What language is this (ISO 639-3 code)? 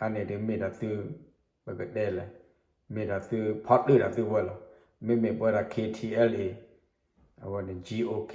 ksw